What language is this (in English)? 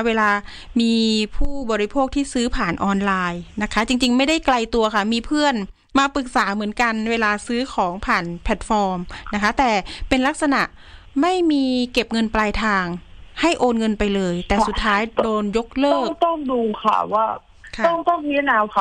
Thai